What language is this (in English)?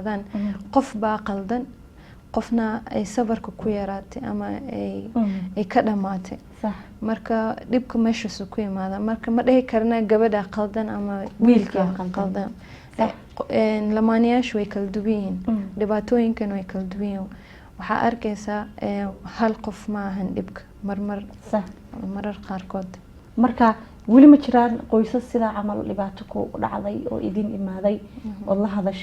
Somali